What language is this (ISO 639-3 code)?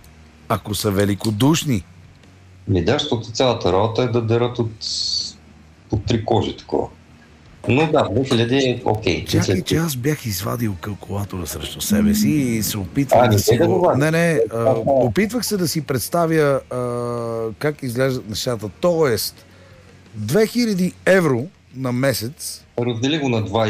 bul